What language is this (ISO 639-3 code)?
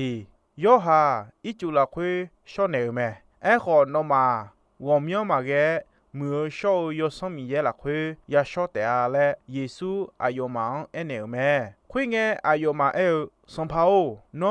ahk